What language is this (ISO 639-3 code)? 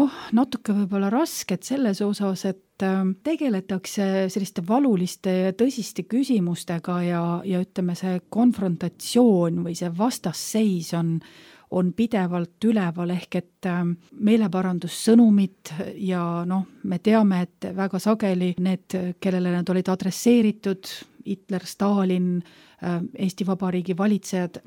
est